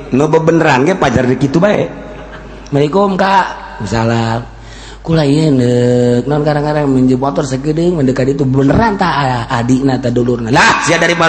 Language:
Sundanese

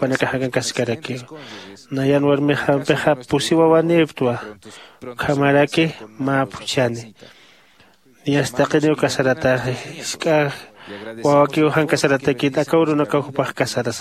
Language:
Aymara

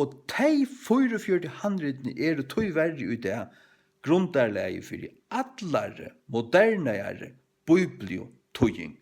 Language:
Faroese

